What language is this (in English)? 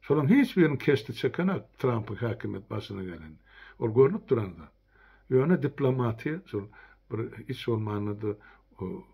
Turkmen